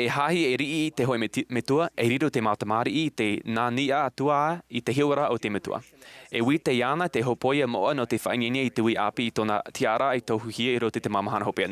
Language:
Tahitian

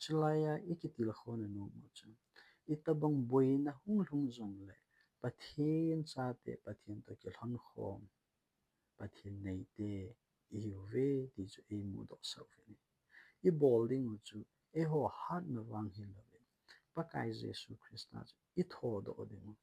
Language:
Thado Chin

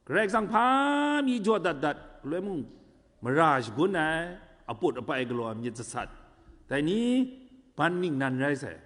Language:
Kachin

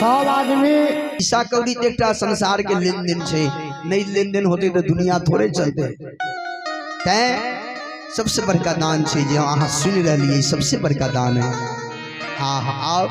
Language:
Maithili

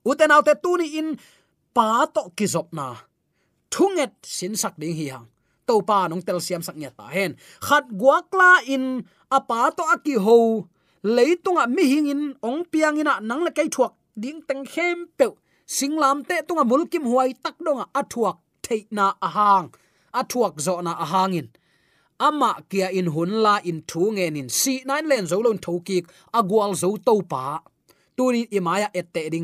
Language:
Tedim Chin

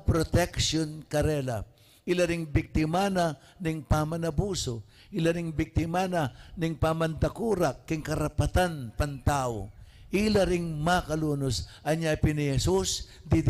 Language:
Pampanga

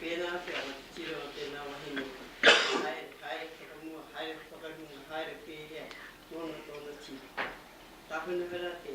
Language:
Māori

